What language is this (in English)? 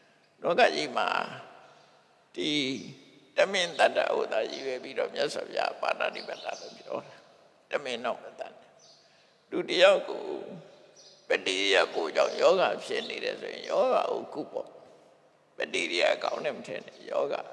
Burmese